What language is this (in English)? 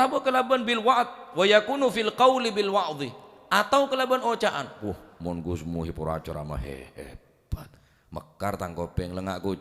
Madurese